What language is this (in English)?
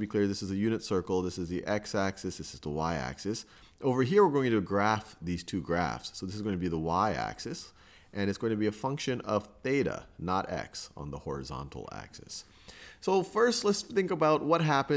English